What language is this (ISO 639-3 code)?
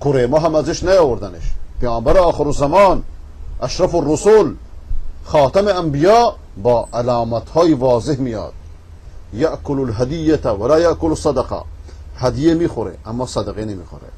fas